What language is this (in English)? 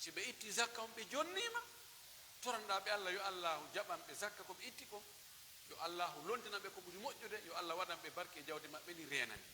Pular